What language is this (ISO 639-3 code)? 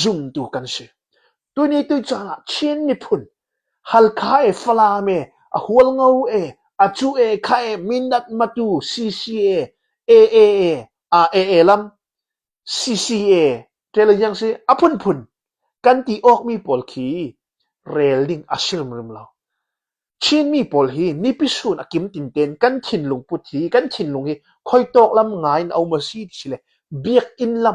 cnh